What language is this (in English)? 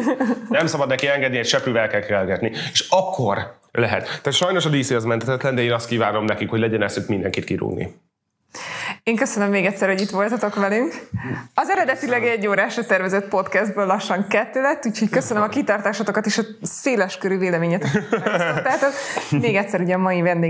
Hungarian